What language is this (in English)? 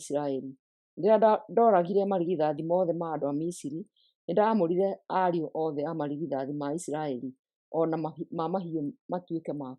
Kikuyu